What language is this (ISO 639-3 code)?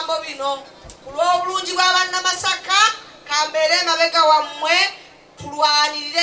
lug